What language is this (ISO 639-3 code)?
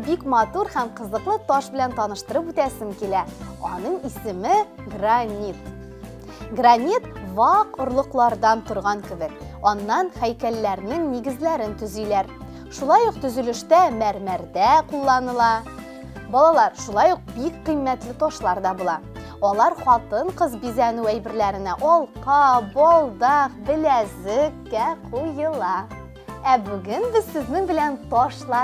tat